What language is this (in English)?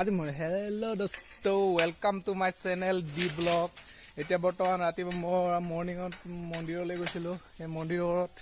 Assamese